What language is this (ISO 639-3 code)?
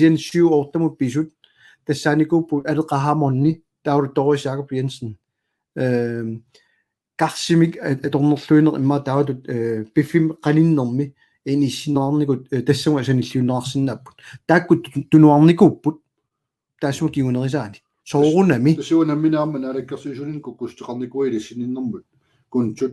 kal